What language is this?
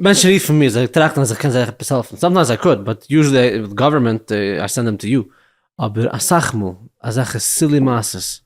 Yiddish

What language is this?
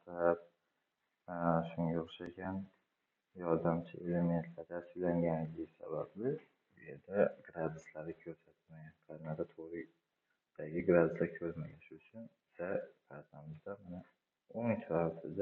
Uzbek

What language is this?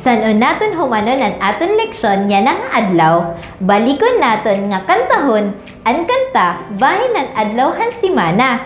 Waray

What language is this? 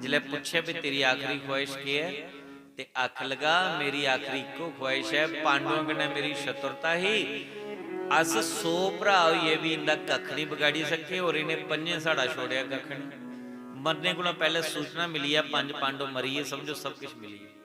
Dogri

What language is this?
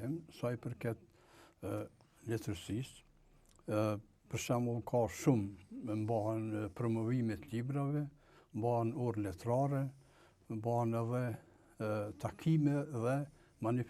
Albanian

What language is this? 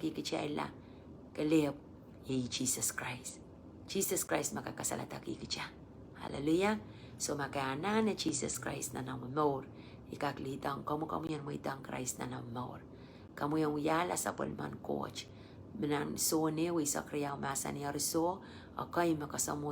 Pohnpeian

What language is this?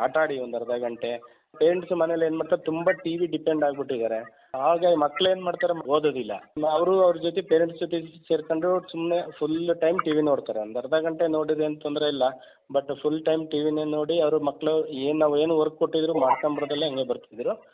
Kannada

